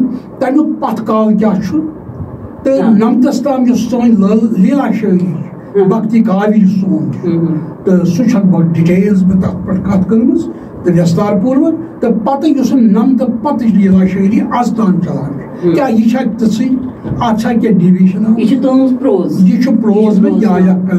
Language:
Kashmiri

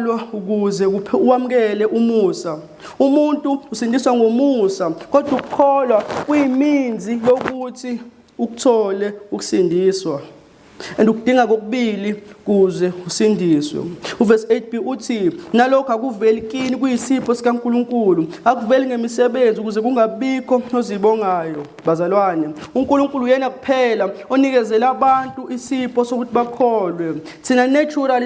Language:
Zulu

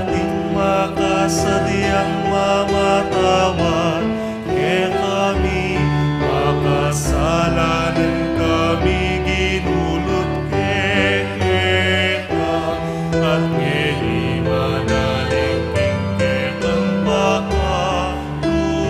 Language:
Pampanga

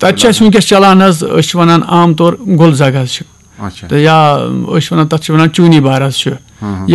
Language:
Kashmiri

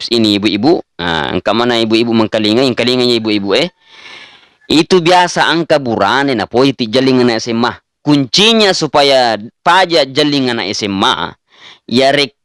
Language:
Buginese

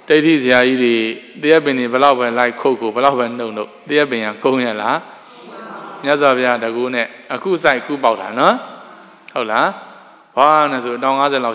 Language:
Burmese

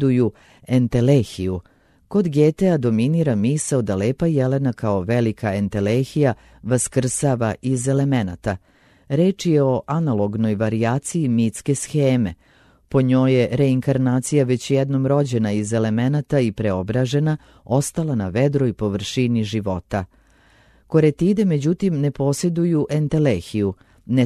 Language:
Serbian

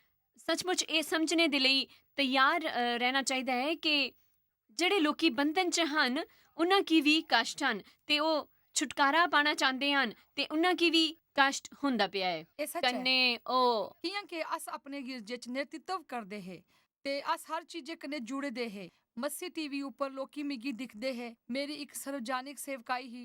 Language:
Dogri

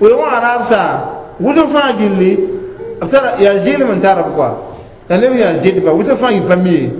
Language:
Mossi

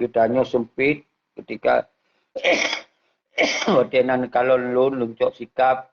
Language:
Achinese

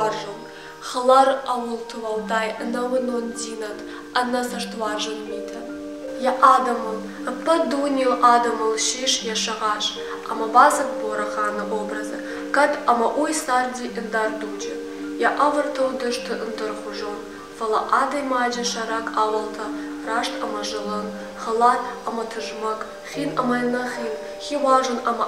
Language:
Ossetic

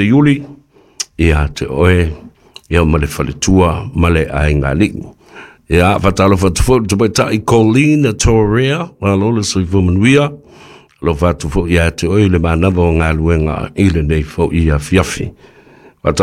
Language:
Samoan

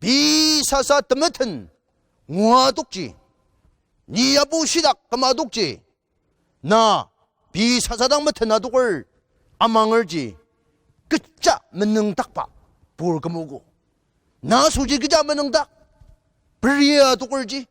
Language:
Ao Naga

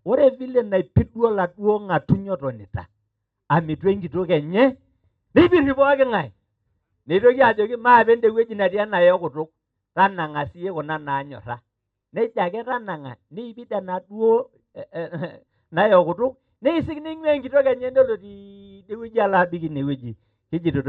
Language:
Masai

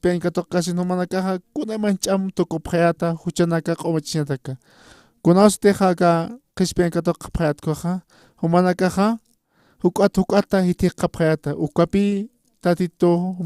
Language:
Aymara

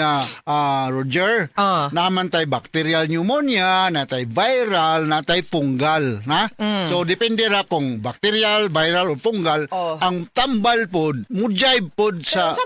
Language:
Cebuano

